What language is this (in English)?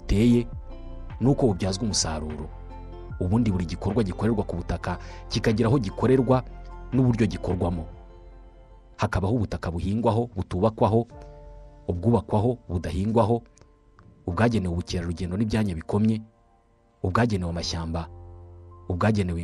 Kinyarwanda